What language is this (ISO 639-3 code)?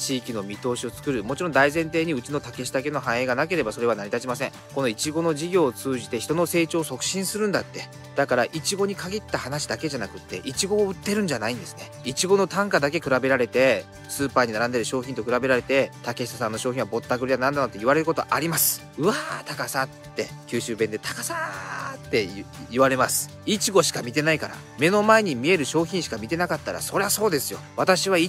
jpn